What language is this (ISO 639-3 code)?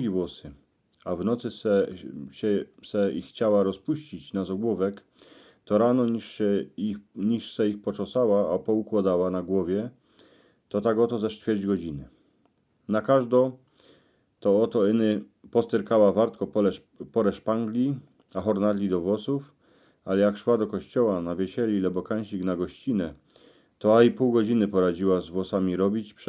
szl